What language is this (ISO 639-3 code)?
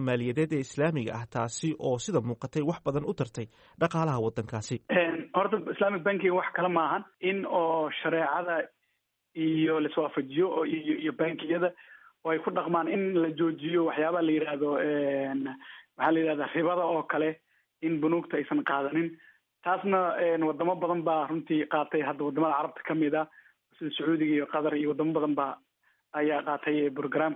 som